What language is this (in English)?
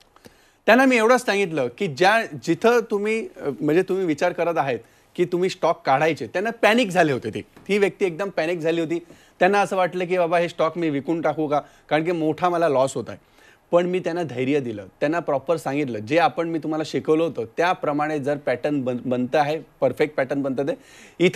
Marathi